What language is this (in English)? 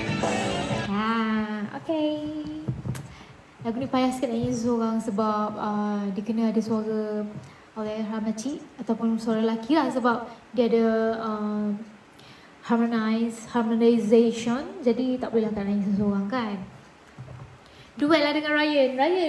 Malay